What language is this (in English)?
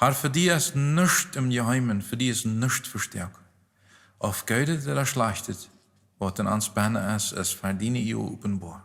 Plautdietsch